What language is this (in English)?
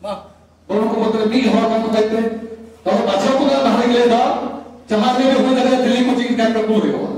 Santali